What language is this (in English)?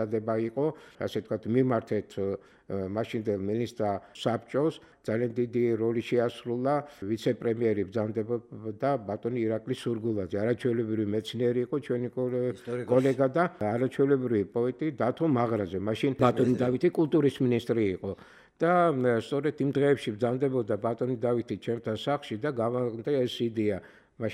Georgian